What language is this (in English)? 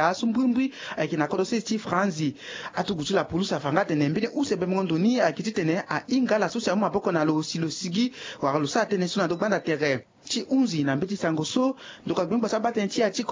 Sango